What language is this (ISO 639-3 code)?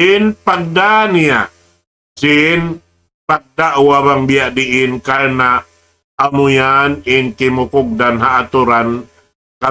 tsg